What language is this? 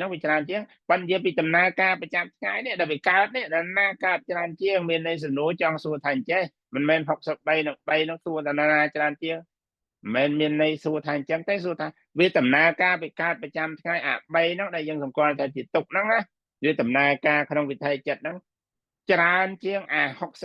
Khmer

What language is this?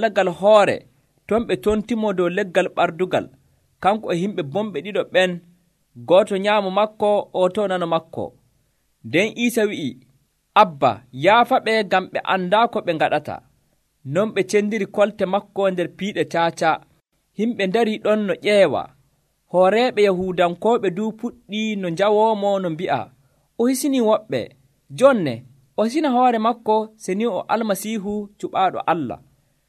Nigerian Fulfulde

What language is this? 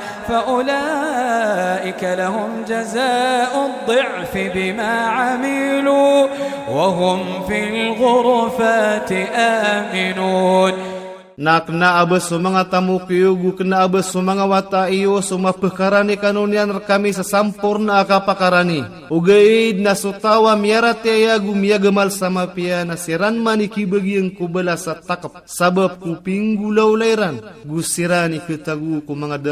Iranun (Philippines)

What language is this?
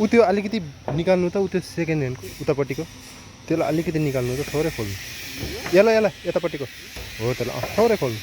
Nepali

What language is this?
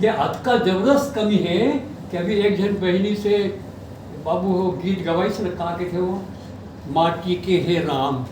Chhattisgarhi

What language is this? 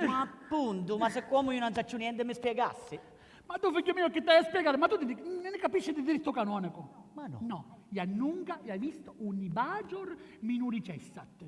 Sicilian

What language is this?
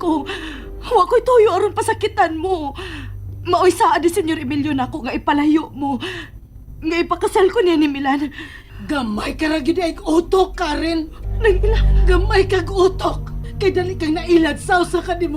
Cebuano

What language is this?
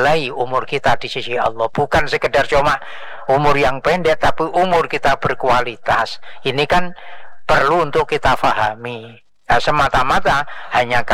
Indonesian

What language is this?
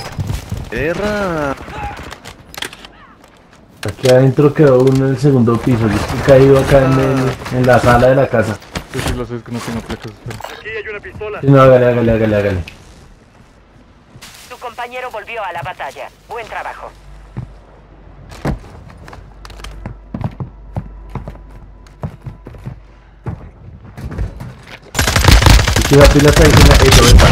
Spanish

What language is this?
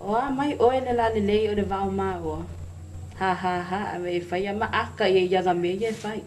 Samoan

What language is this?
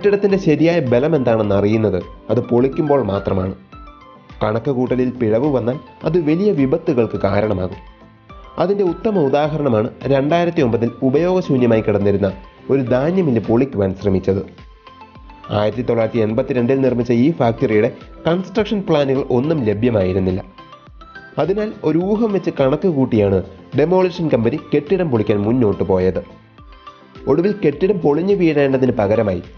Malayalam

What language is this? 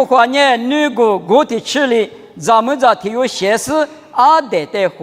Lisu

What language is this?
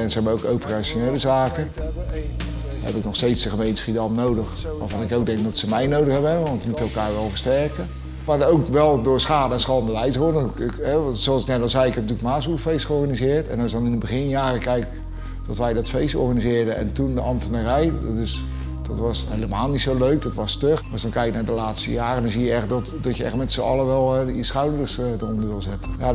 Dutch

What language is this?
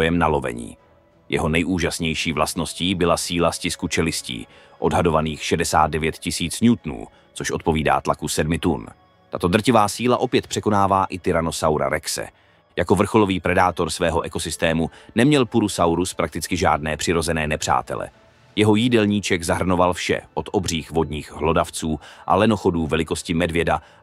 Czech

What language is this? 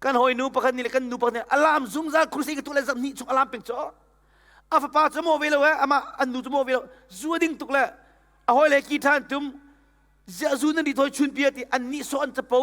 Hakha Chin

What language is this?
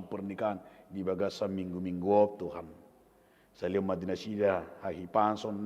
Batak Toba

